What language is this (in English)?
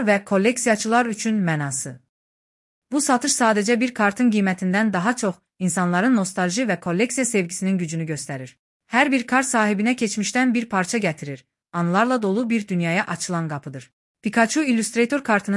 Azerbaijani